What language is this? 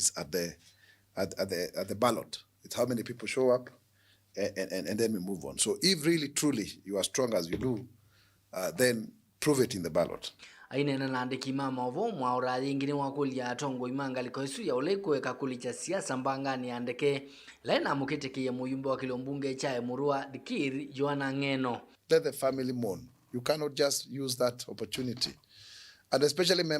Kamba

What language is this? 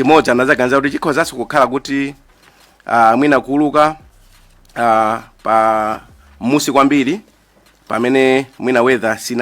Nyanja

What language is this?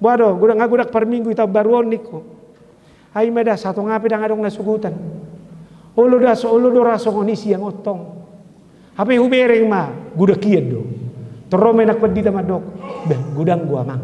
Batak Toba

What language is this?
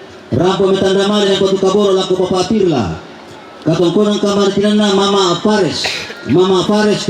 Toraja-Sa'dan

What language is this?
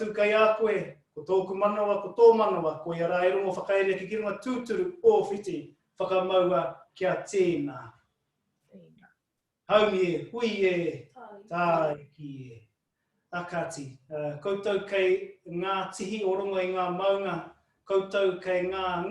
Māori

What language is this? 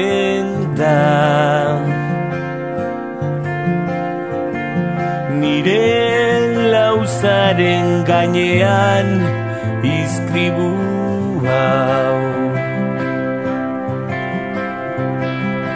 Basque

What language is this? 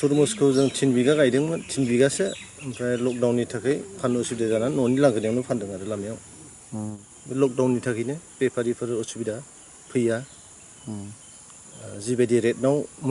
Bodo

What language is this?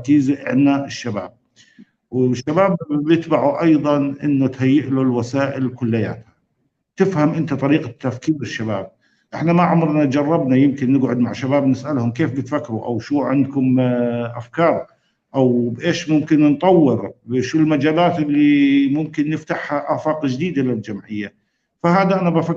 North Levantine Arabic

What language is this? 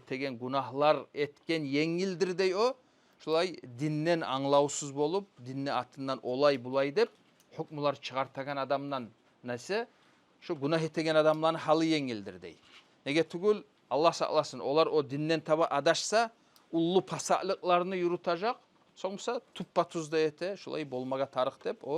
Kumyk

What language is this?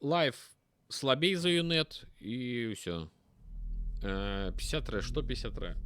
Belarusian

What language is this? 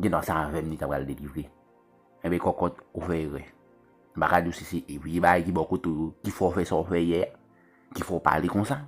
Haitian Creole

